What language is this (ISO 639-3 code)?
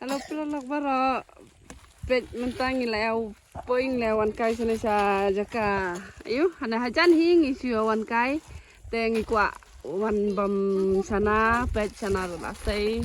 kha